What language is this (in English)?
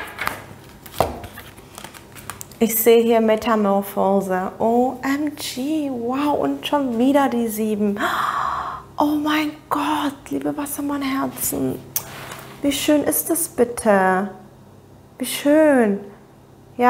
German